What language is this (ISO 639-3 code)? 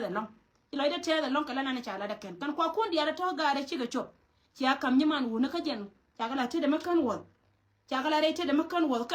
nus